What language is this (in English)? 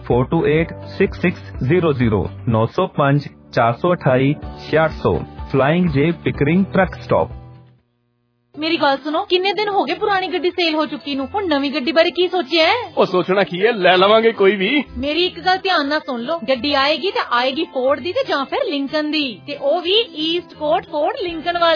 Punjabi